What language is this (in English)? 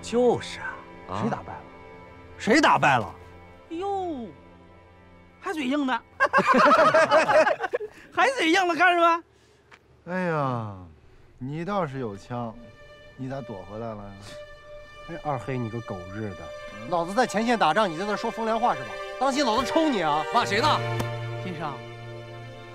Chinese